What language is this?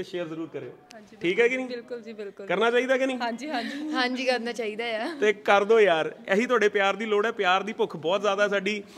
Punjabi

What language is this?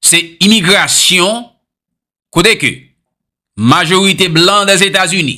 Haitian Creole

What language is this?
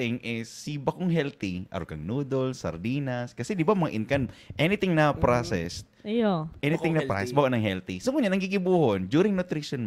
Bikol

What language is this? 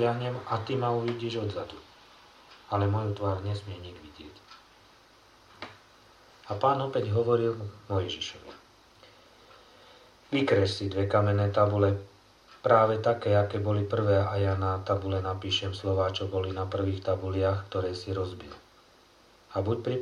Slovak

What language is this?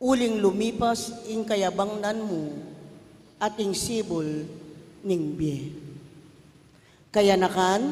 Pampanga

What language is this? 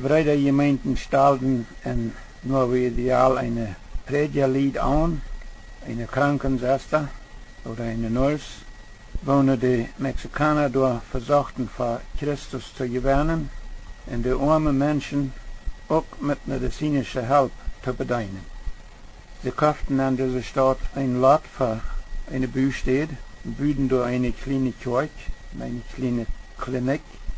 Plautdietsch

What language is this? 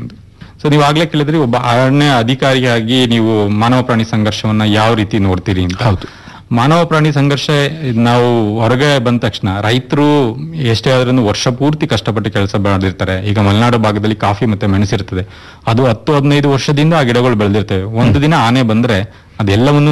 Kannada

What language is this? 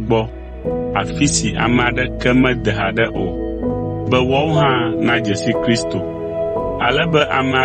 Ewe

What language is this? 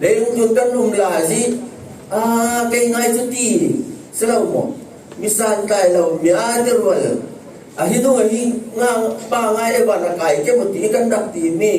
Falam Chin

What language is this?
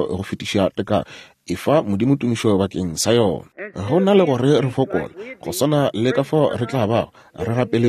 Northern Sotho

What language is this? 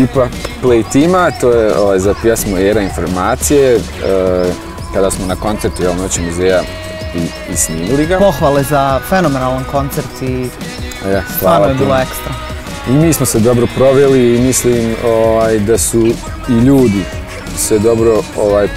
Bosnian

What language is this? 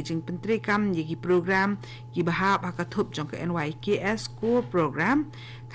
Khasi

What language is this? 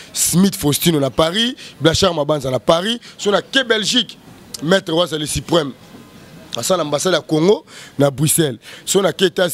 Lingala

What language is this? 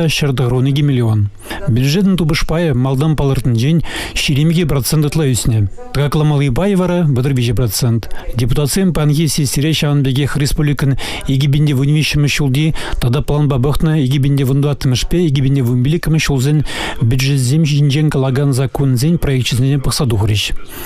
Chuvash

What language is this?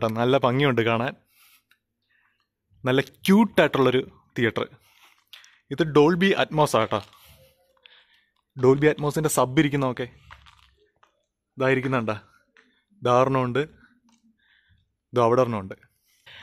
Malayalam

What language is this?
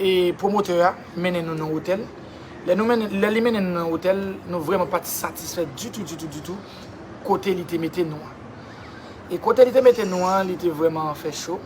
Haitian Creole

